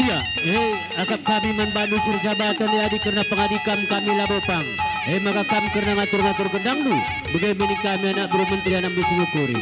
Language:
Batak Karo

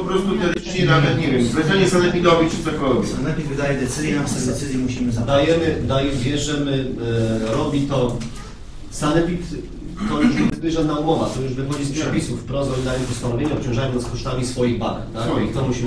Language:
Polish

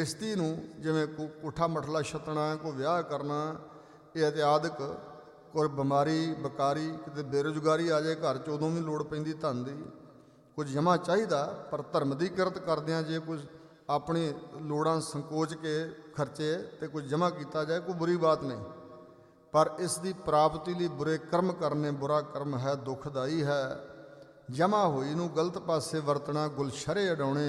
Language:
Punjabi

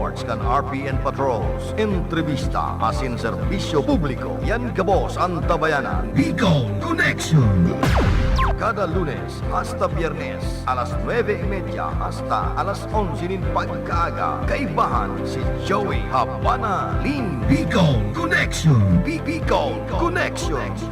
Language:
Bikol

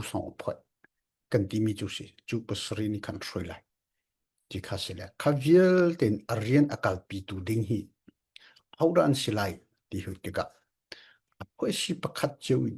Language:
Falam Chin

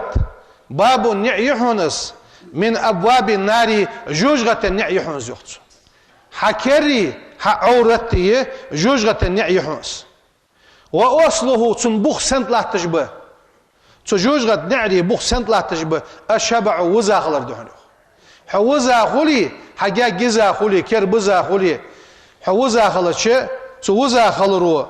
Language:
Ingush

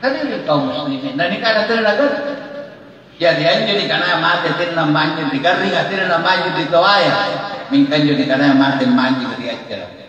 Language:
Makasar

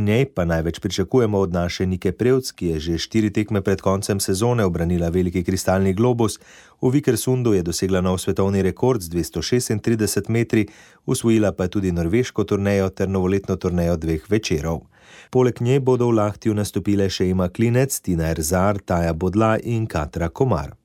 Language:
Slovenian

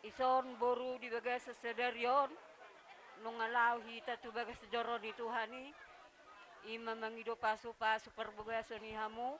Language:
Batak Toba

